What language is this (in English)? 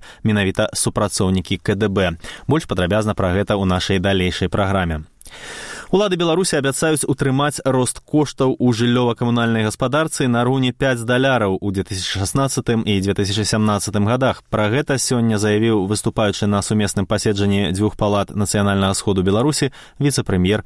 Belarusian